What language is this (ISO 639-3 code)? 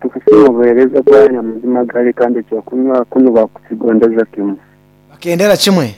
nyn